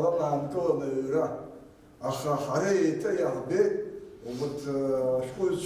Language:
Abkhazian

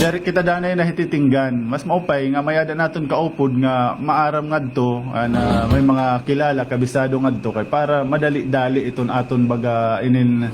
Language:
Waray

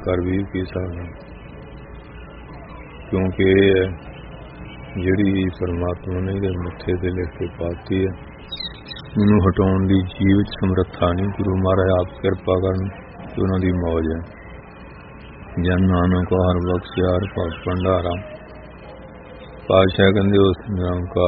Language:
Punjabi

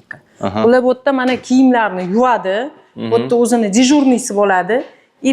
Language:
Uzbek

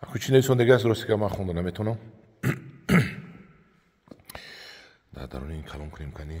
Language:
Tajik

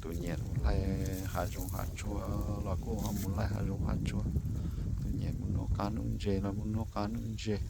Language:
Hmong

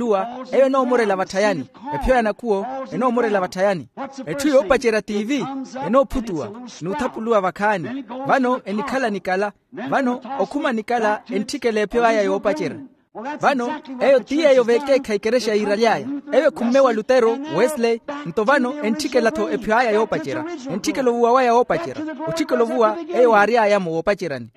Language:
Makhuwa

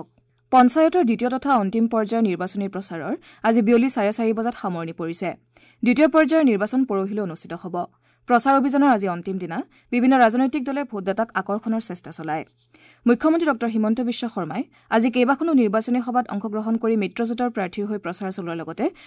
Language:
Assamese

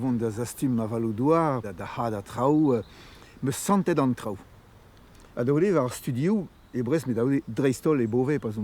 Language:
Breton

